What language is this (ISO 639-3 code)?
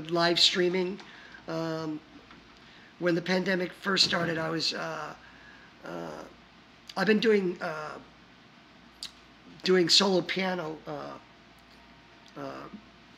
eng